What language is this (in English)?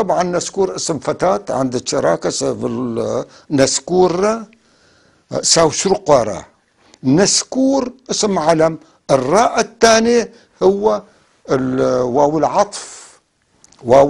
North Levantine Arabic